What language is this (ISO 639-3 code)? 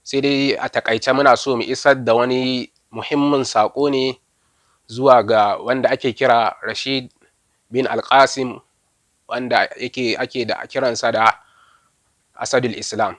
hau